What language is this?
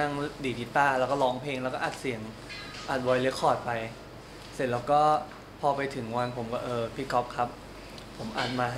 Thai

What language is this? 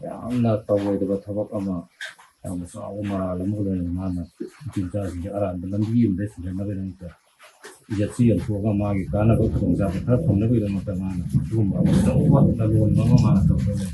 Manipuri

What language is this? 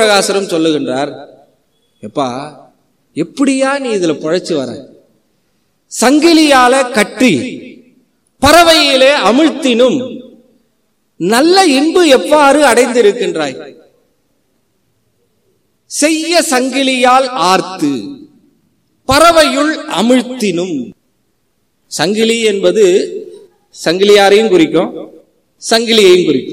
Tamil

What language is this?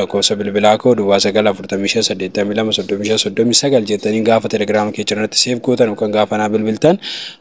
Oromo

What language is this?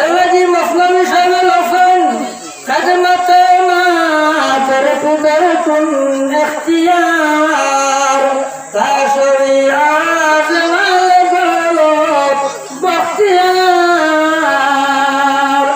Sylheti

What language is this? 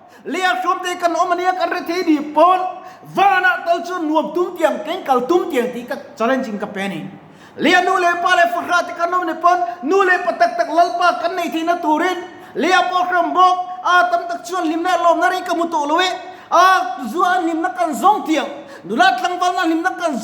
Mizo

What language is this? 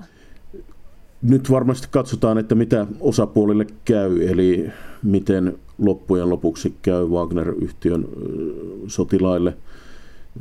Finnish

